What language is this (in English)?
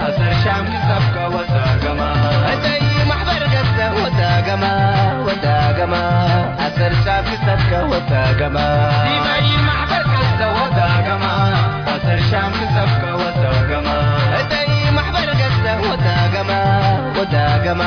Tigre